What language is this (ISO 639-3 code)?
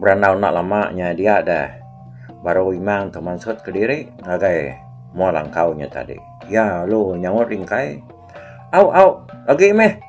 iba